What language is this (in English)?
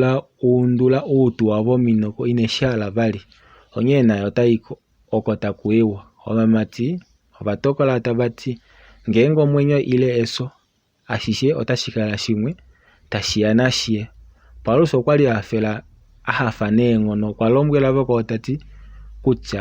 Kuanyama